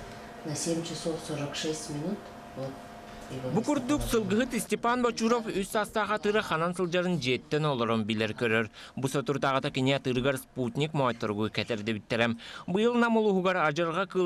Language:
Yakut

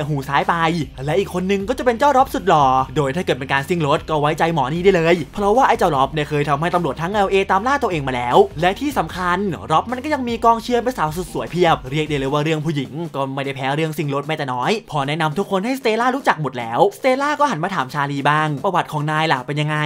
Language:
Thai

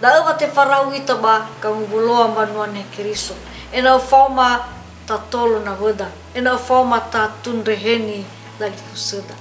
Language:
Nias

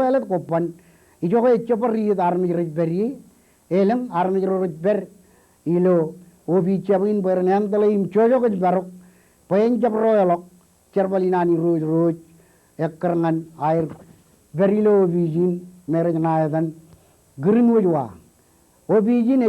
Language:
Marshallese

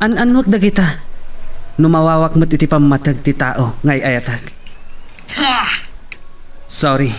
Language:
Iloko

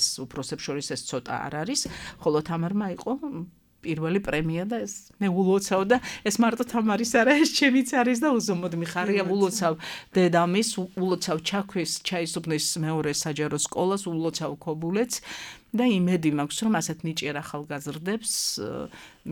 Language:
Georgian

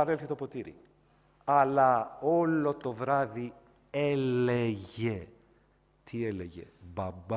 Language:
Greek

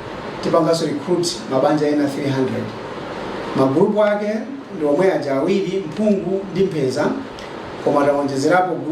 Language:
Nyanja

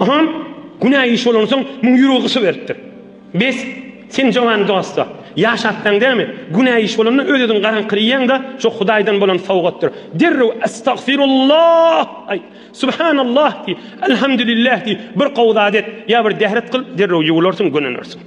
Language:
Turkmen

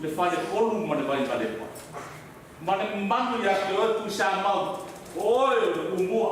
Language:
Samoan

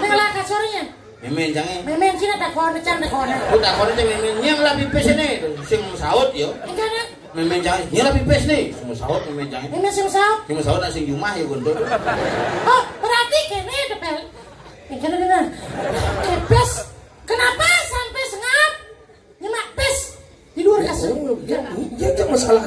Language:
Balinese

